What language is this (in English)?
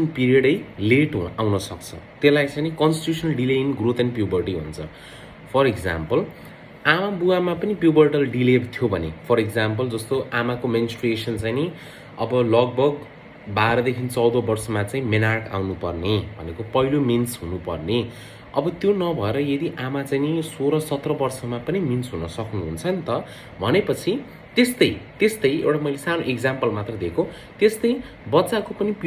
Nepali